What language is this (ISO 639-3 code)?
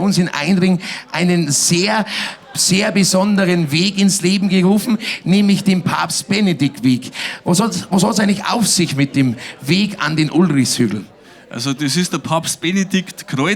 bar